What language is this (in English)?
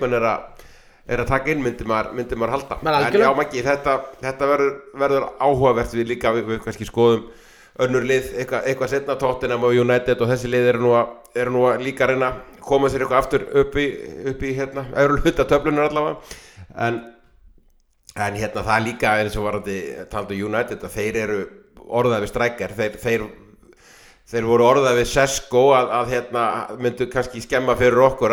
Icelandic